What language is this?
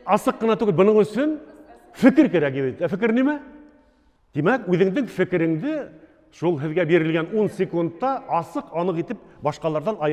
Bashkir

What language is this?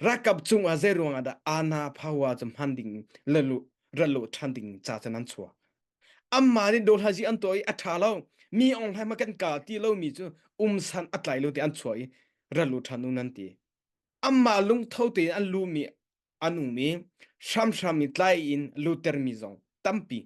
Hakha Chin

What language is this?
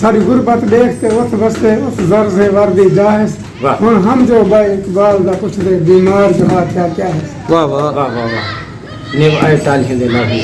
Saraiki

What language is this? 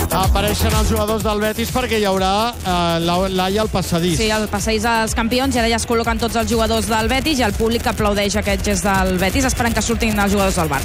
Catalan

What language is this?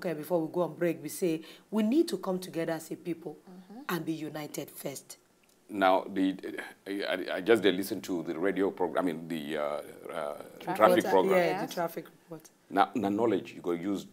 Nigerian Pidgin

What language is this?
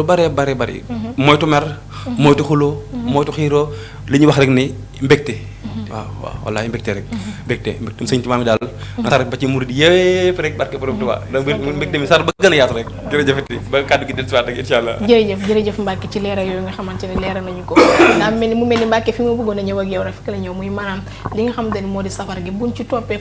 Wolof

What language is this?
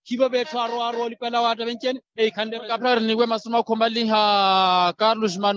Makhuwa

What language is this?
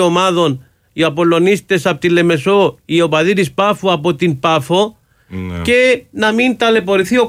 Greek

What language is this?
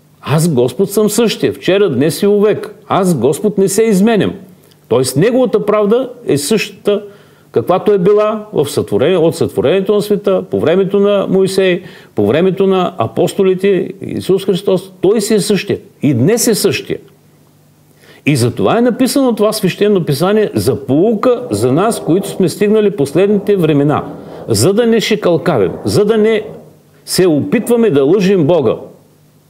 Bulgarian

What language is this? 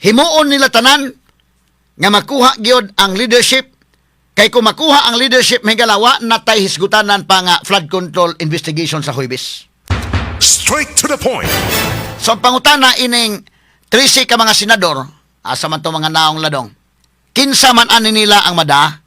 Cebuano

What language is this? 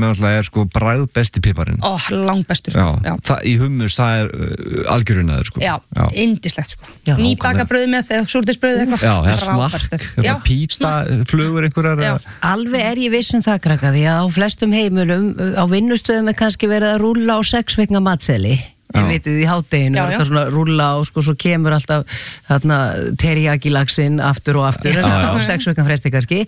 Icelandic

